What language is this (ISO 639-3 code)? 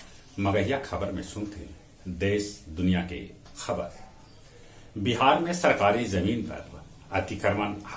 mag